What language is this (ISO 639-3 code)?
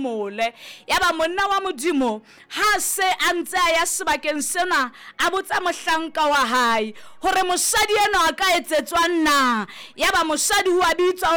sot